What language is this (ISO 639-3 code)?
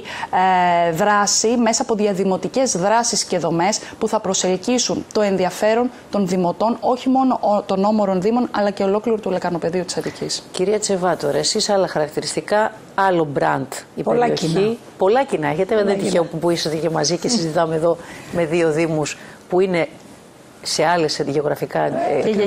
ell